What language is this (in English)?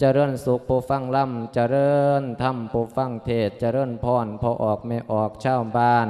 Lao